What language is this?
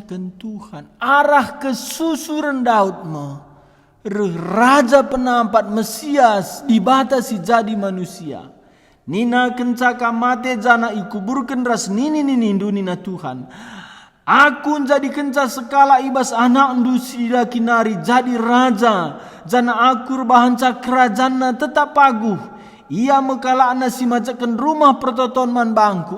Batak Karo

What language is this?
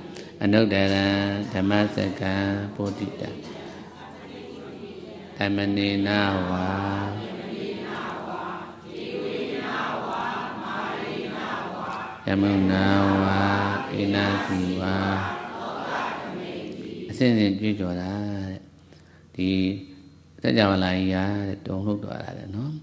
Burmese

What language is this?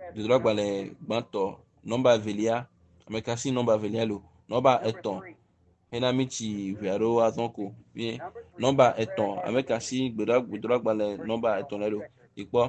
Ewe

